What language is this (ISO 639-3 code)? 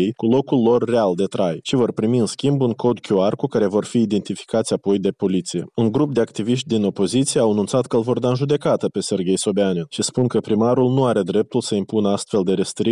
ron